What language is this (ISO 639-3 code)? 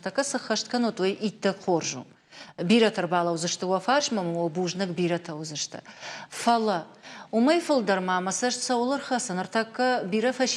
oss